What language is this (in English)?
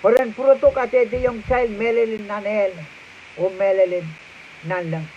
Pohnpeian